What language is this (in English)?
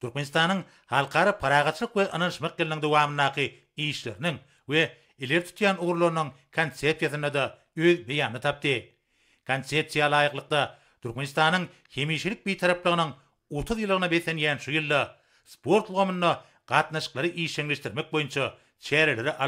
Turkmen